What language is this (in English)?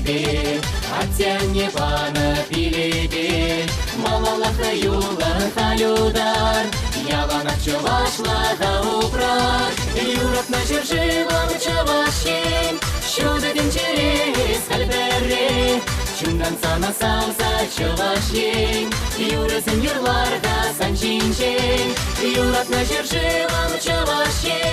Chuvash